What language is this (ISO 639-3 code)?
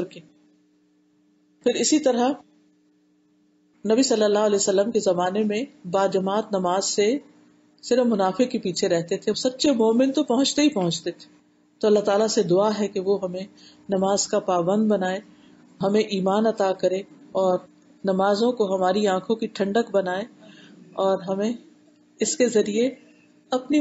urd